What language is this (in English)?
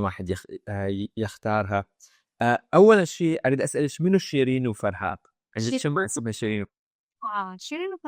Mesopotamian Arabic